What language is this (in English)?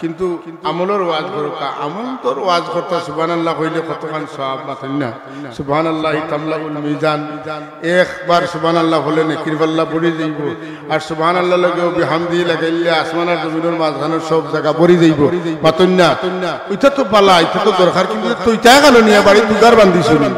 Sylheti